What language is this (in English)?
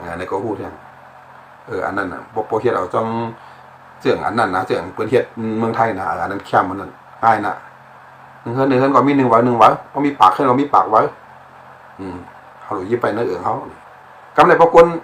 Shan